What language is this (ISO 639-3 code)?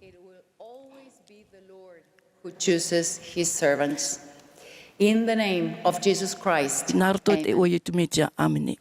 tah